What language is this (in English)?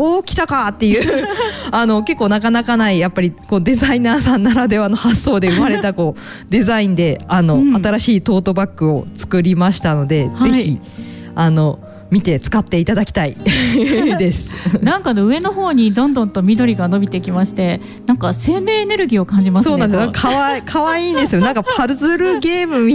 Japanese